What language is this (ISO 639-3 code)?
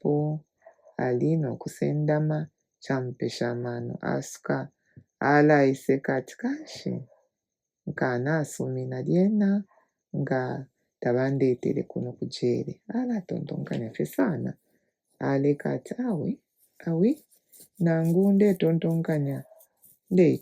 bem